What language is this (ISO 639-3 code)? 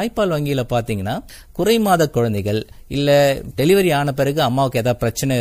tam